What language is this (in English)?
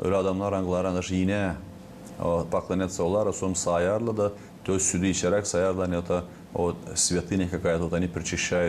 Gagauz